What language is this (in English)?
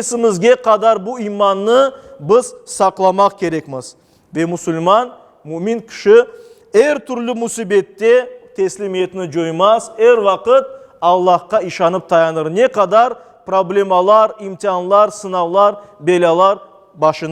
Crimean Tatar